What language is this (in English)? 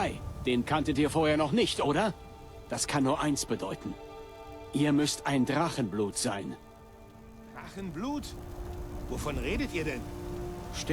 Bavarian